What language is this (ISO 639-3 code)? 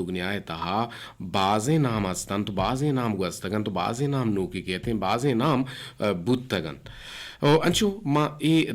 bgp